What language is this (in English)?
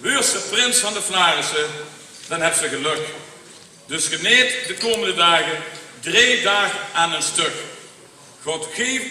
Limburgish